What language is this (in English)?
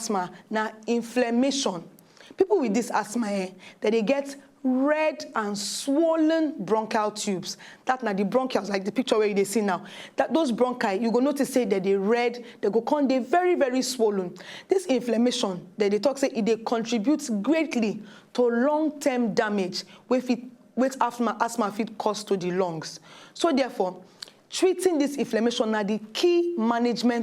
Nigerian Pidgin